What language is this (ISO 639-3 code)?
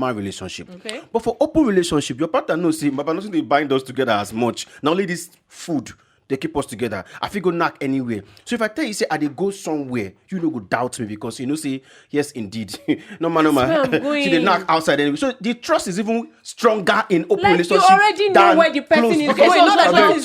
pcm